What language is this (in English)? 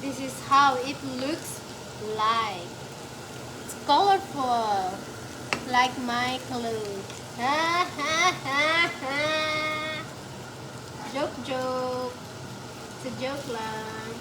Cebuano